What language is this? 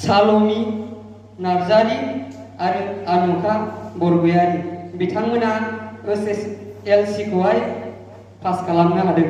Bodo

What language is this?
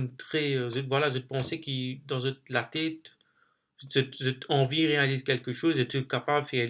Morisyen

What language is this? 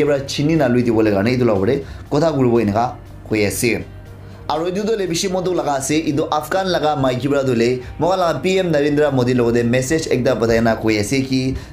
Naga Pidgin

